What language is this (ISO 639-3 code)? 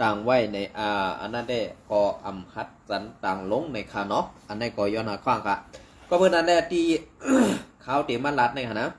shn